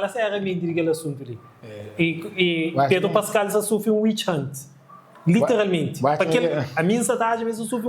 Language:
Kabuverdianu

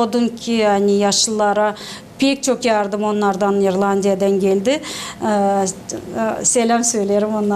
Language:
Gagauz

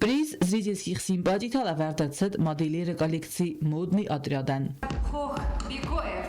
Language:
Ossetic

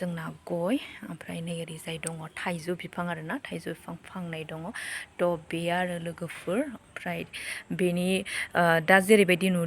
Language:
Bodo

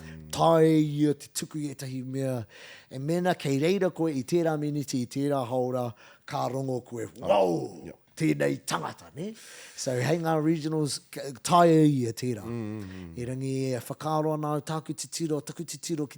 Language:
Māori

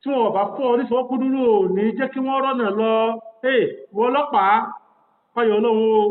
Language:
Yoruba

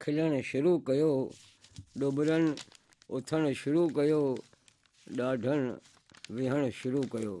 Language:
Sindhi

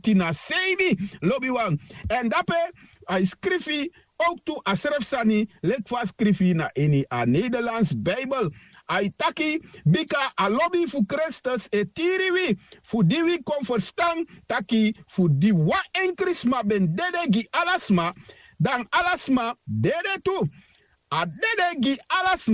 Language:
Sranan Tongo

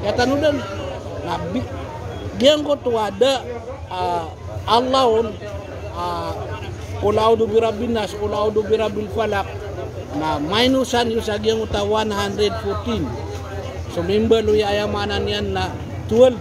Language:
Maranao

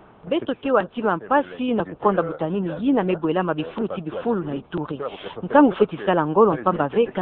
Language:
Kituba (Democratic Republic of Congo)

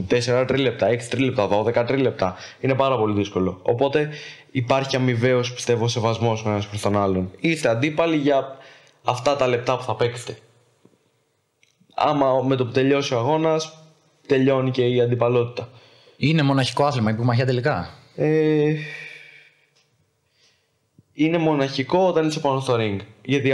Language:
Greek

